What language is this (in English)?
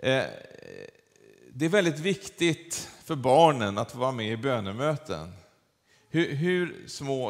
Swedish